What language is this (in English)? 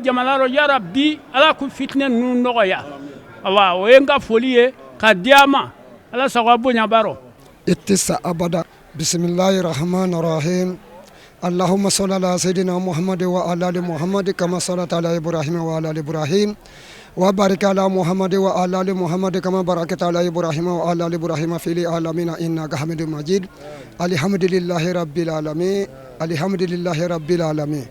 Bambara